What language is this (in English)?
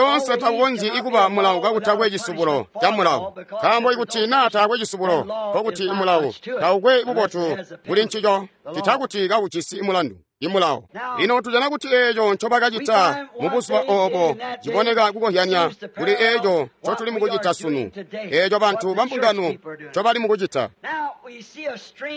Tonga (Zambia)